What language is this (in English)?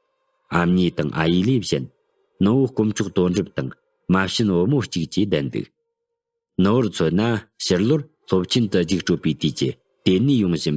Tibetan